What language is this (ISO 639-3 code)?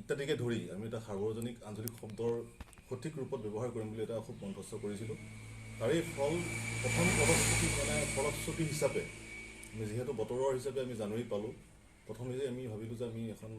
asm